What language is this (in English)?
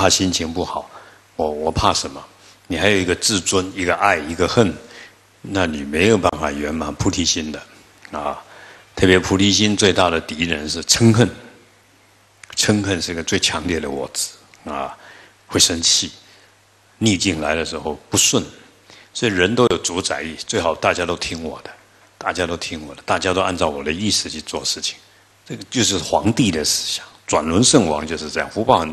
Chinese